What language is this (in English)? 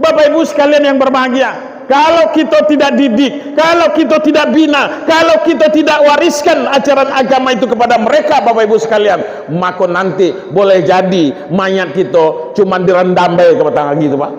Minangkabau